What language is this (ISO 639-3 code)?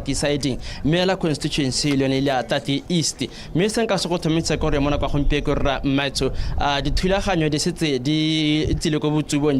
tsn